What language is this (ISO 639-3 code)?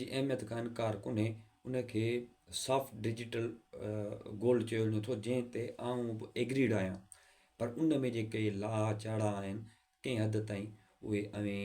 snd